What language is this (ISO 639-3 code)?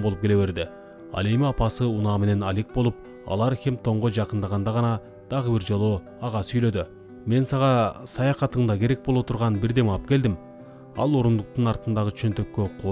kir